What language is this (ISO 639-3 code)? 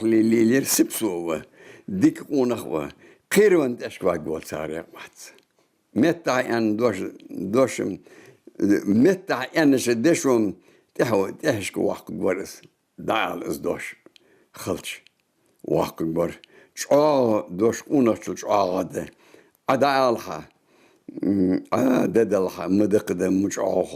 inh